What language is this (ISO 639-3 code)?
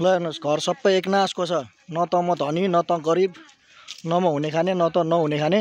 nep